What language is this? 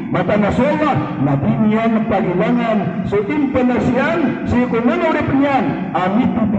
Maranao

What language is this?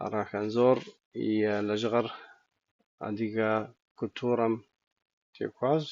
Kabardian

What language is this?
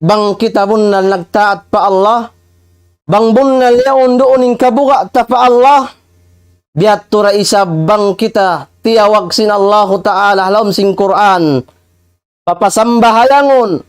Tausug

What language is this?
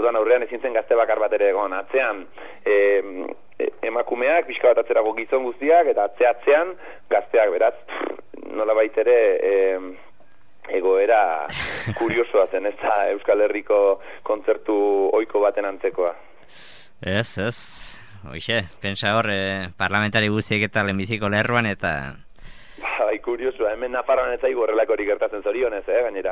Basque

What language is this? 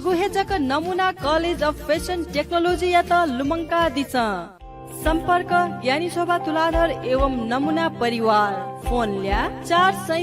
Newari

